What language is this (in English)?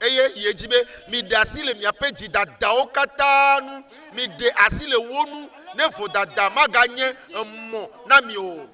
Ewe